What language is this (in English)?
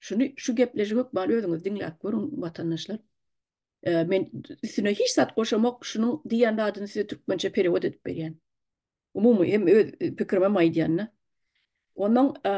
Turkmen